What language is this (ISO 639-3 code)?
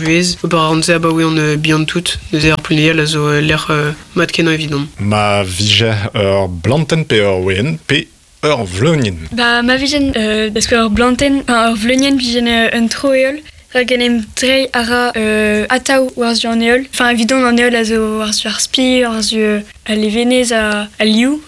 bre